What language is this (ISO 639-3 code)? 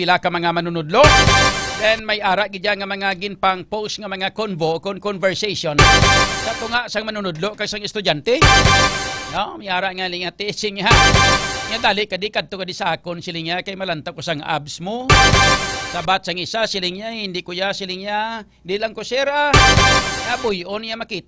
hil